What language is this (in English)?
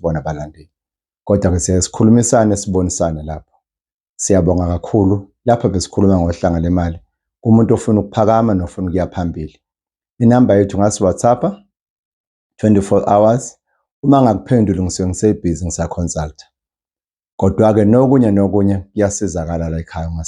Zulu